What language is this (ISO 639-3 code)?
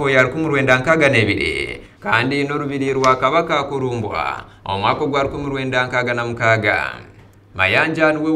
nyn